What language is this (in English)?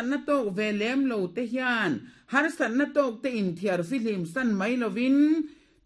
Mizo